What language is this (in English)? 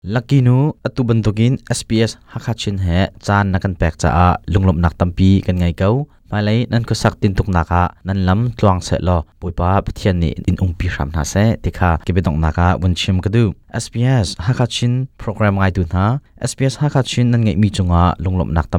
Hakha Chin